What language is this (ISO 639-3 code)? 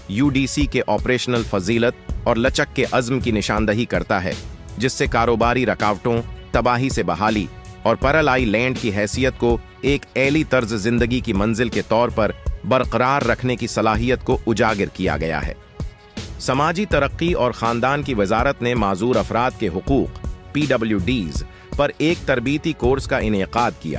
urd